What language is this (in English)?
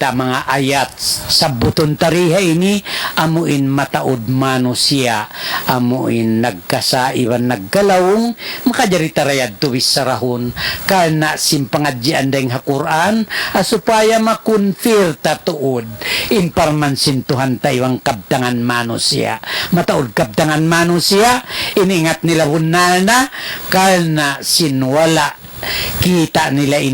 Tausug